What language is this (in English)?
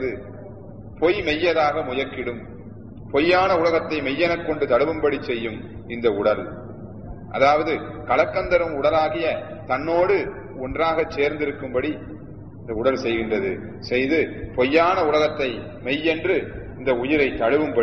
Tamil